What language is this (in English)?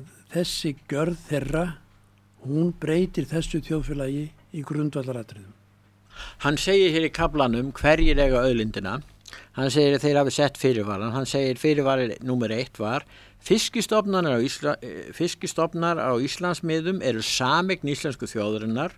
Icelandic